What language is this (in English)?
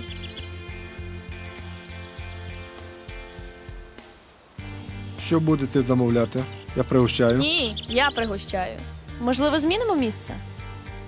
Ukrainian